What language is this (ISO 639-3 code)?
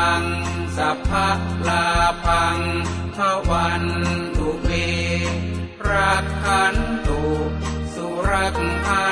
pli